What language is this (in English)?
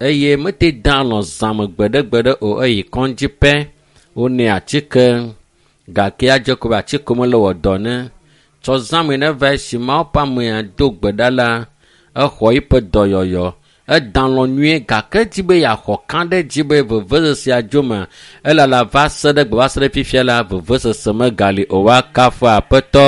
Ewe